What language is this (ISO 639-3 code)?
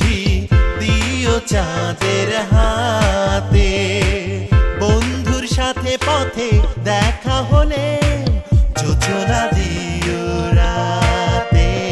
ben